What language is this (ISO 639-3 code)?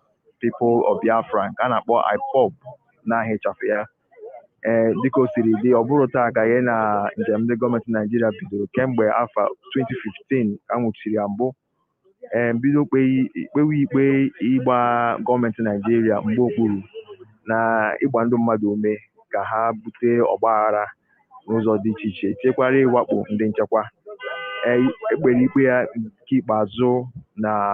ibo